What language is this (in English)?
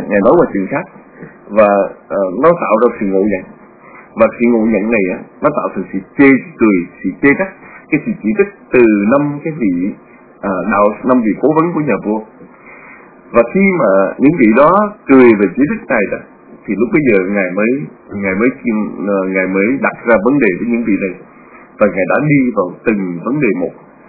Vietnamese